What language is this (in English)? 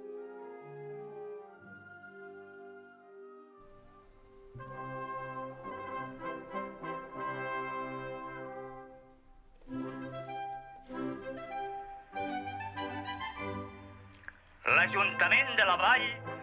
Catalan